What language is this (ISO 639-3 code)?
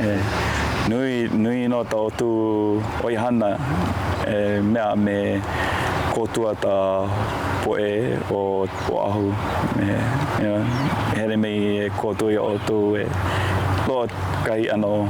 haw